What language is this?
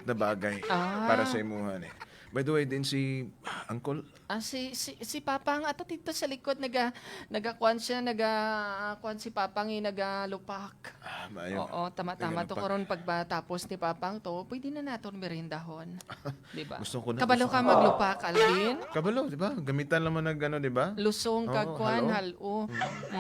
Hiligaynon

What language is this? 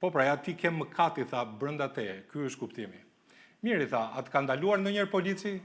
Albanian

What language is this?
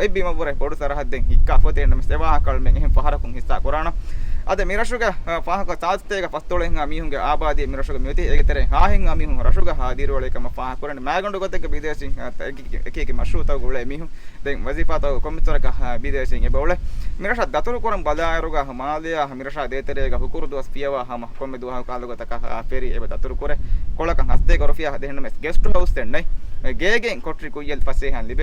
Divehi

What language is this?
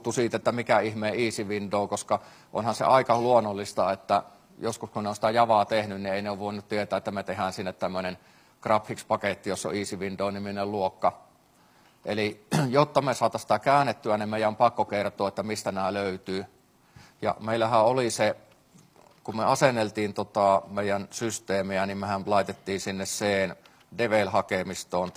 Finnish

